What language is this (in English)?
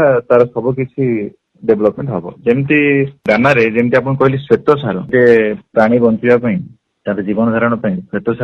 Odia